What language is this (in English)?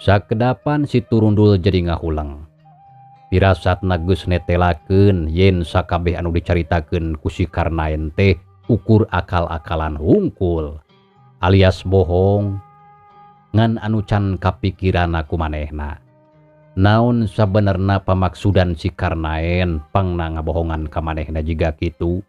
Sundanese